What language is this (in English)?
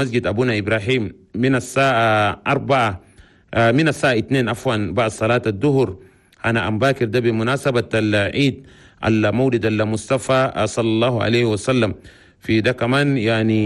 Chadian Arabic